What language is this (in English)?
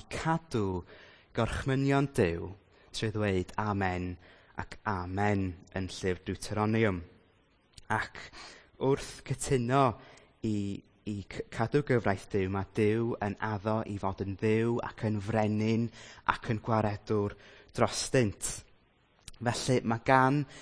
Welsh